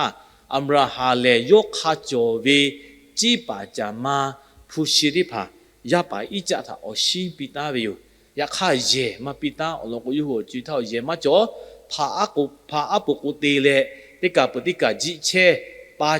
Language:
Lahu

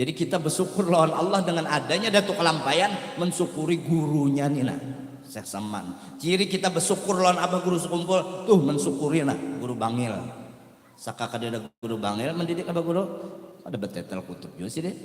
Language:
Banjar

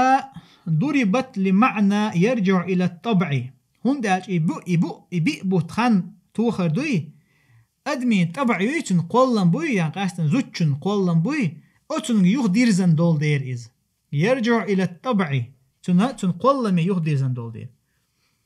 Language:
Chechen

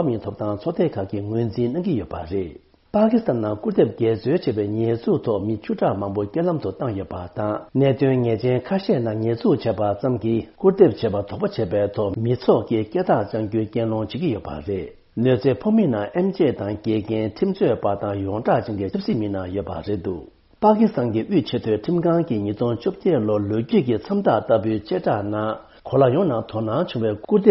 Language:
Tibetan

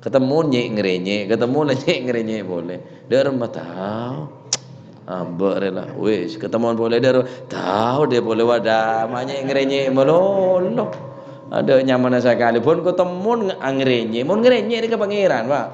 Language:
Madurese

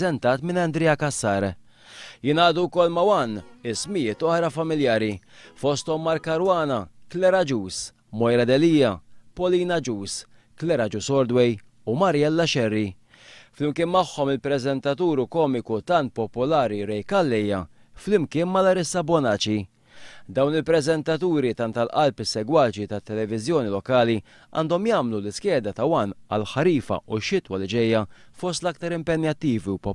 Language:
Maltese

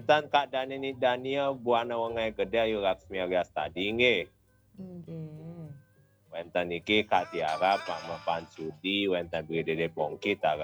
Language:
Balinese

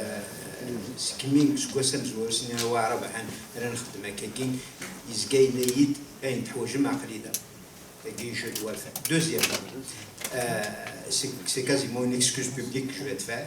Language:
Kabyle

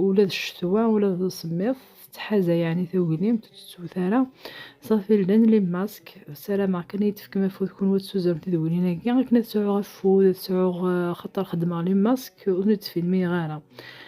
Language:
Kabyle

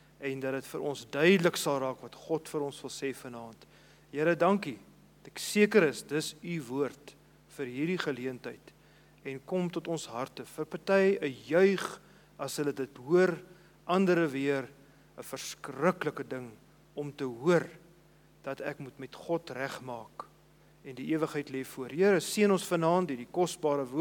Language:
Afrikaans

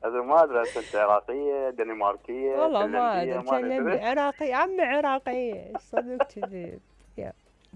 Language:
Mesopotamian Arabic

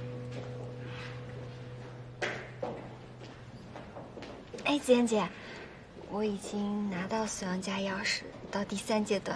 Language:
Chinese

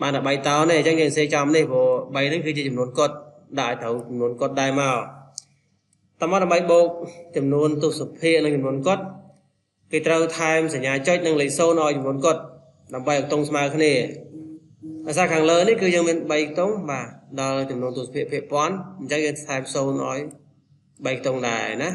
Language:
Khmer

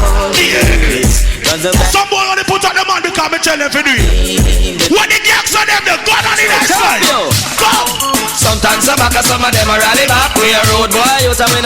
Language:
Jamaican Creole English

